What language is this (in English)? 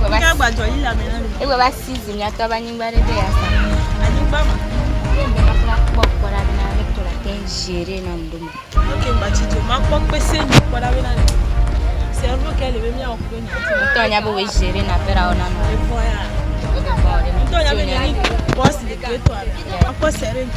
Ewe